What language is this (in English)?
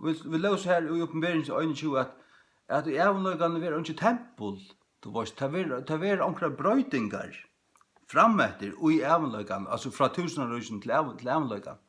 Faroese